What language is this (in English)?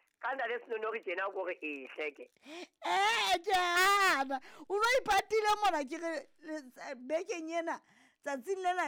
Southern Sotho